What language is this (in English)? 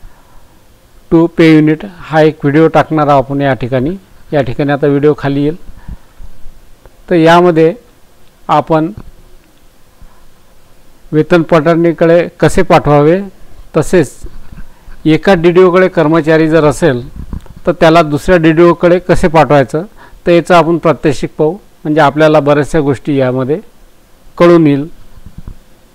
Marathi